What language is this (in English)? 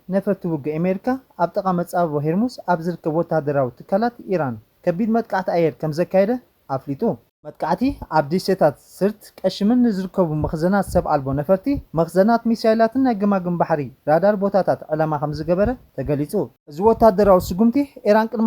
Tigrinya